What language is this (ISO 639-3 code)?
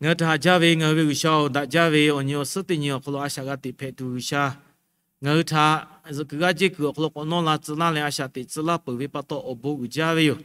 lhu